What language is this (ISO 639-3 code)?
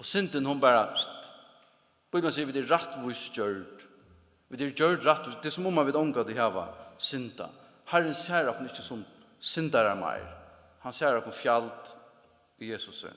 fao